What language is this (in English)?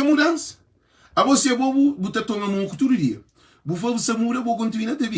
Kabuverdianu